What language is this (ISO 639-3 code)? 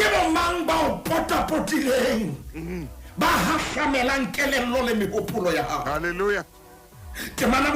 sot